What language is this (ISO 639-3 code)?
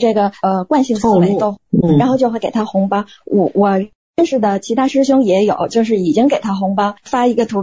zho